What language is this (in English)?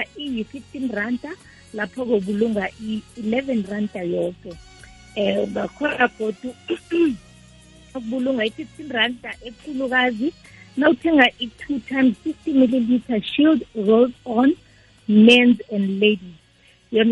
South Ndebele